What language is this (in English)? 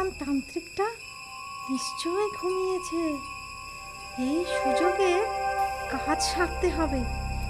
Bangla